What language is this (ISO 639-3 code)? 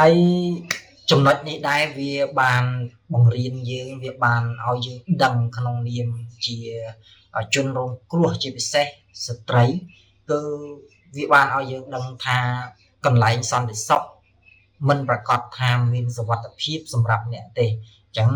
khm